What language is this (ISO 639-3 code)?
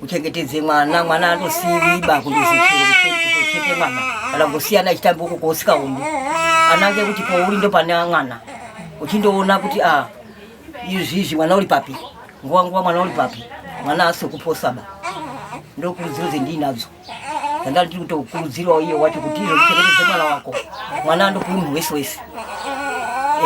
sna